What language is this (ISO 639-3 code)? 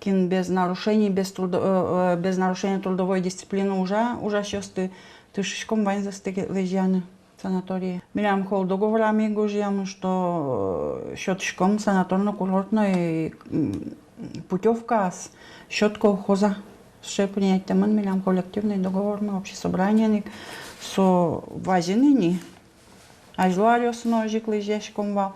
udm